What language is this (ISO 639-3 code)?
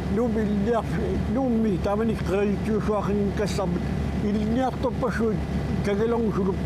kal